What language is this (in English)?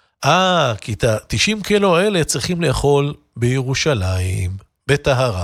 Hebrew